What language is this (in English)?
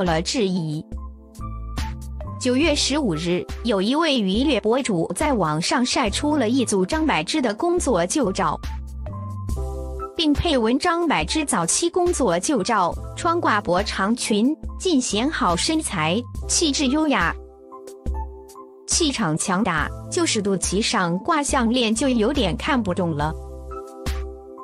Chinese